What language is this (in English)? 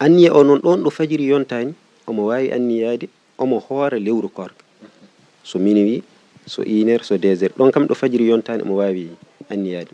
Fula